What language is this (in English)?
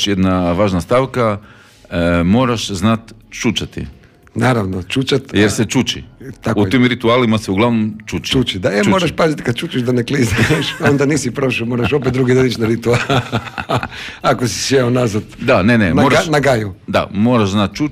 Croatian